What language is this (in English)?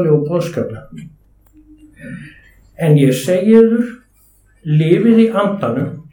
Icelandic